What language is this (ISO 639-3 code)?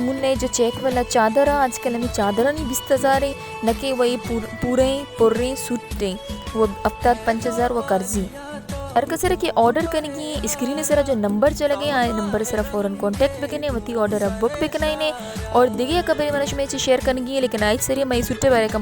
bal